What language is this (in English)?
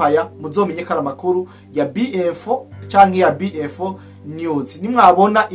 Rundi